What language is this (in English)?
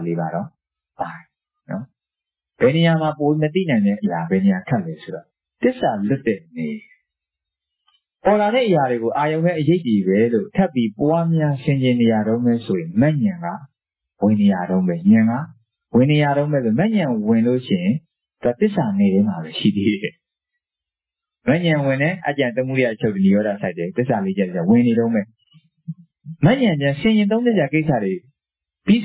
Burmese